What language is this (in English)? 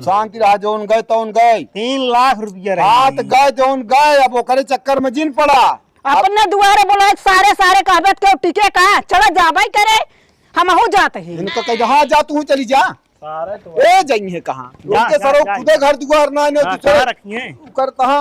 Awadhi